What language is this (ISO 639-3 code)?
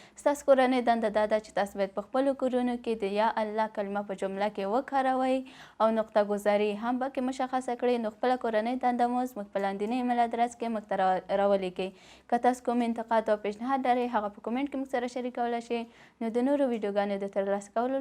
pus